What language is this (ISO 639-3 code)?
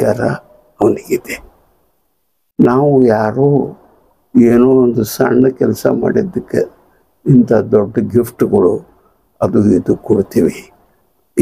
kan